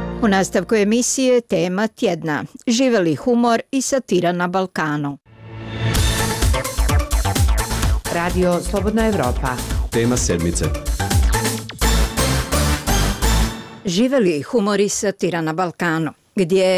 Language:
Bosnian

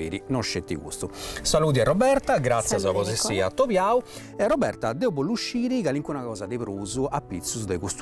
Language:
Sardinian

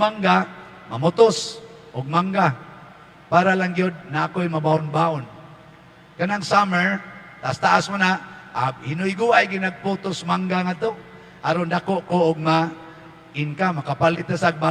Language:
Cebuano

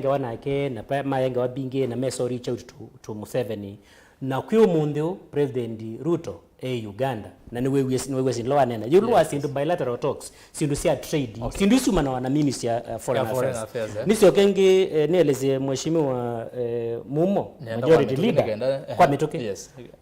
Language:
Kamba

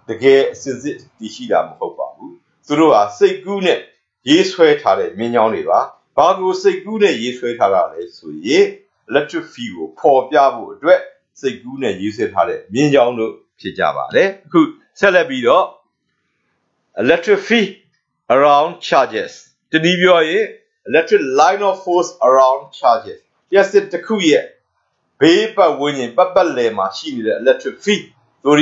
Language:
Burmese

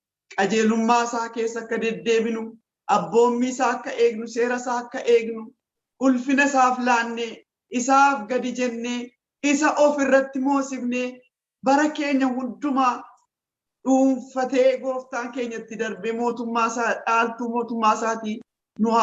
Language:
Oromo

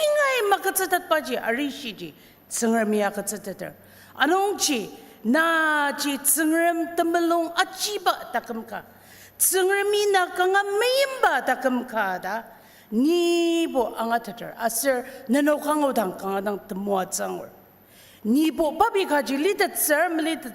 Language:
Ao Naga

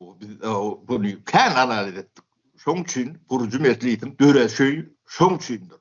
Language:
Turkmen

